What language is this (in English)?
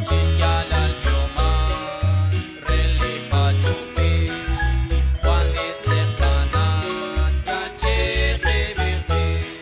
Kekchí